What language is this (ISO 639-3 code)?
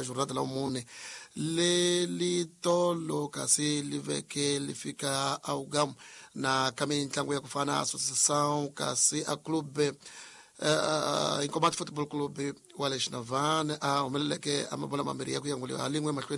tso